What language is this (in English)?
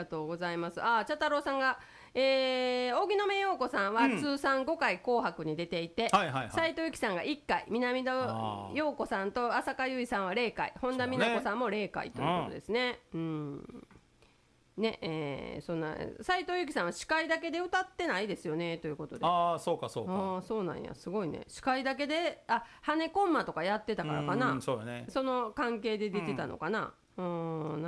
Japanese